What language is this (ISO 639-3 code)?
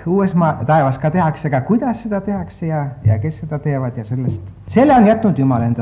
est